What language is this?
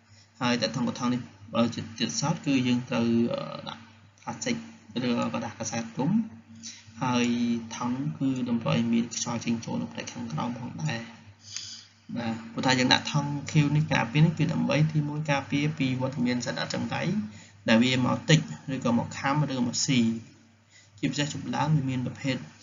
Khmer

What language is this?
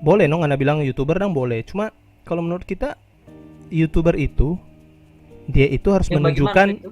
Manado Malay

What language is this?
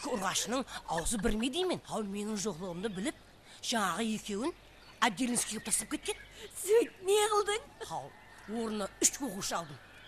Kara-Kalpak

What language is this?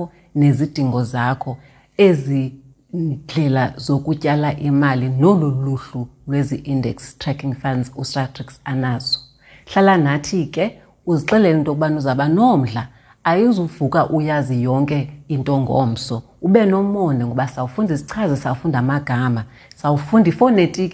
Xhosa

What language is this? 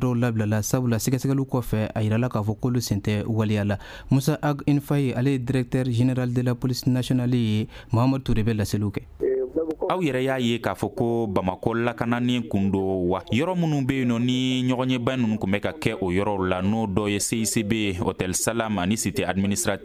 Bambara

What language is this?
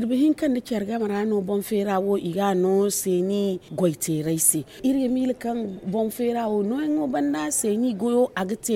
Zarma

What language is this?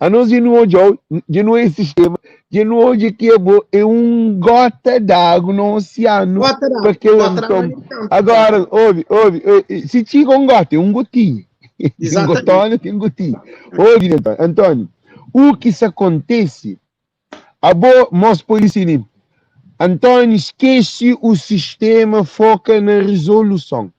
Kabuverdianu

